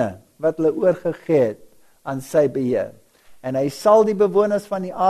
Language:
Afrikaans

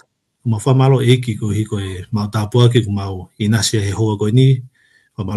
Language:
Tongan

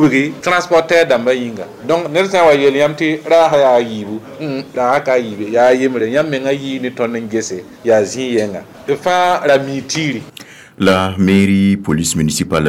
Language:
Mossi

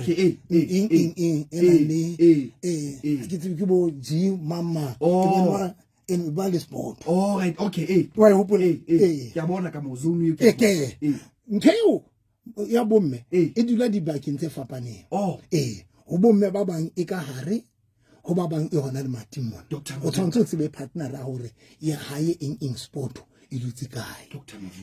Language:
Southern Sotho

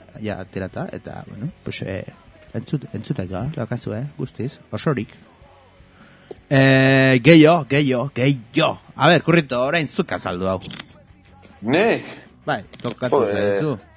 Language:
Basque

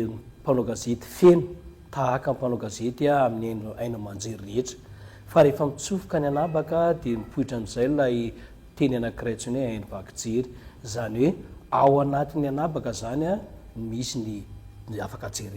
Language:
Malagasy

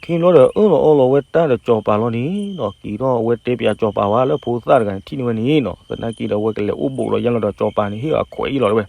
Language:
S'gaw Karen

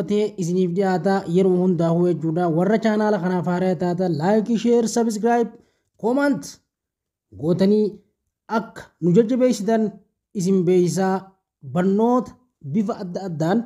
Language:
Oromo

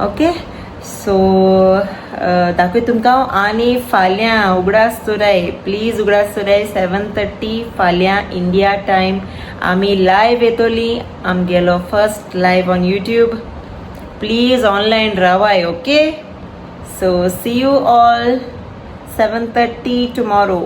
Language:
Konkani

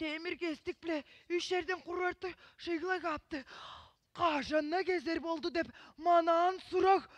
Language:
Tuvinian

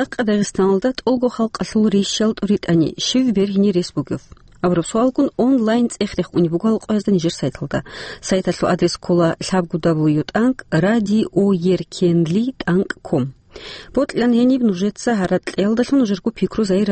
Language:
Avaric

